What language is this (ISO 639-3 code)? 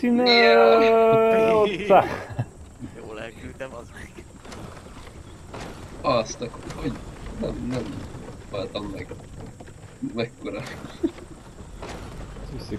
hun